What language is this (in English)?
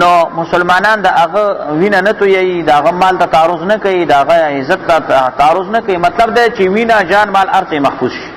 Pashto